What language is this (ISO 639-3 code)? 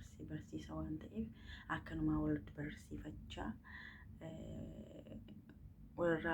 orm